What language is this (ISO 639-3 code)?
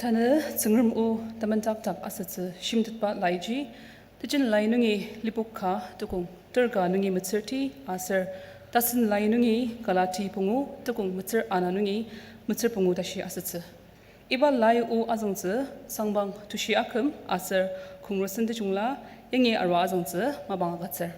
njo